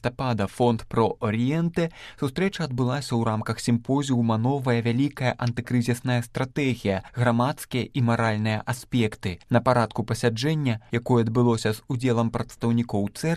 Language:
Belarusian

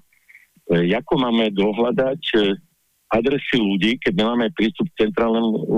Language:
Slovak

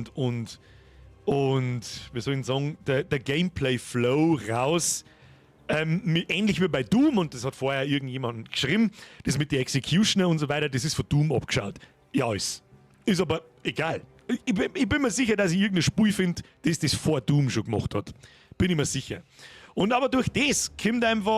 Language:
Bavarian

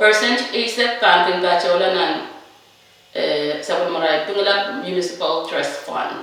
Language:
Pohnpeian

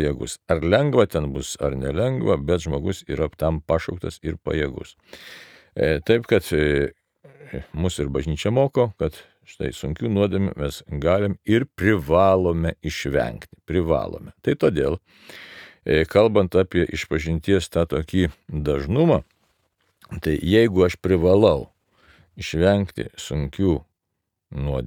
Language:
Lithuanian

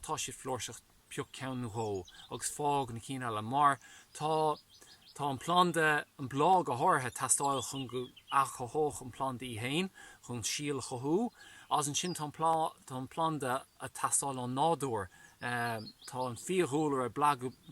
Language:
Irish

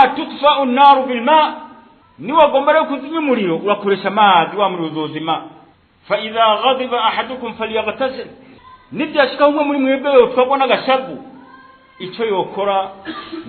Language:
Rundi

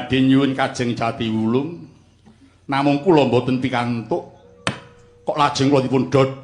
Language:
Javanese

